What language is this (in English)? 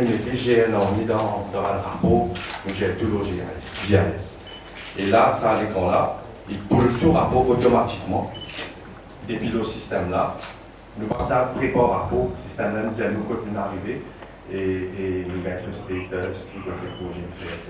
Morisyen